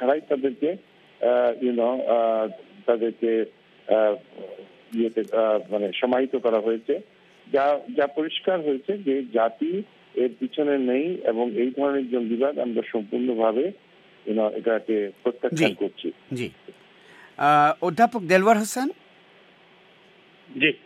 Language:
Bangla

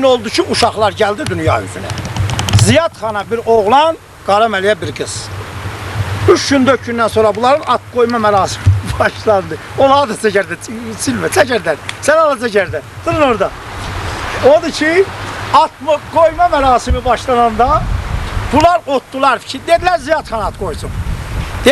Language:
South Azerbaijani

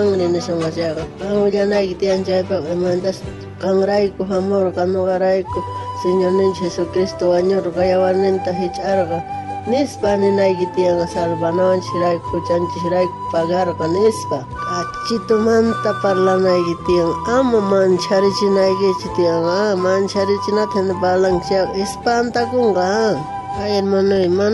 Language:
South Bolivian Quechua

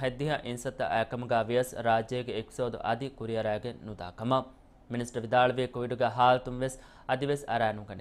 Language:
Divehi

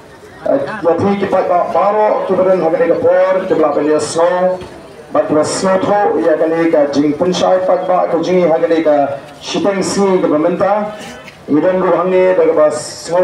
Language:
Khasi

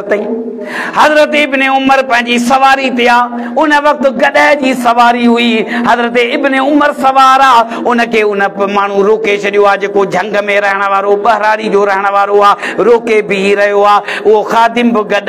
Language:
Sindhi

